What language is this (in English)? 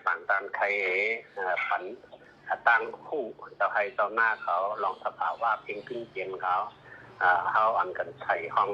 Shan